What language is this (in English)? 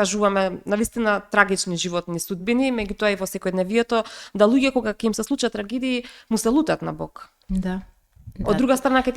Macedonian